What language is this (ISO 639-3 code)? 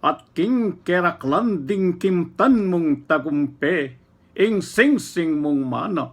pam